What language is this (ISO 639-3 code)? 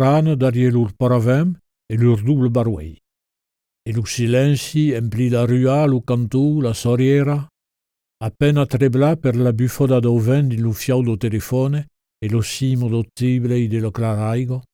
oci